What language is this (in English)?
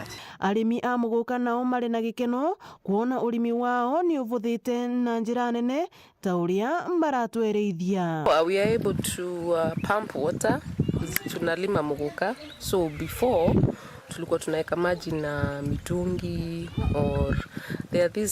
Meru